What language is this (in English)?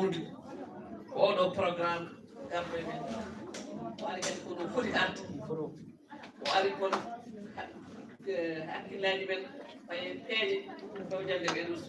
Fula